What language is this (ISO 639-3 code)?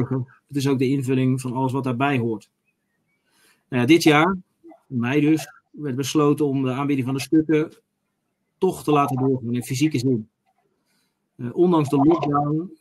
nld